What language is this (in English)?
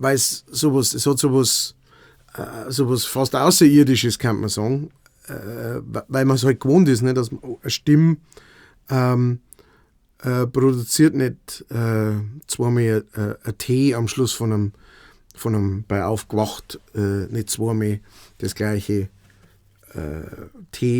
Bavarian